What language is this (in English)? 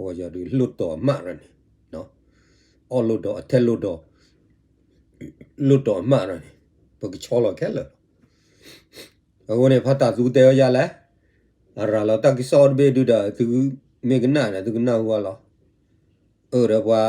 S'gaw Karen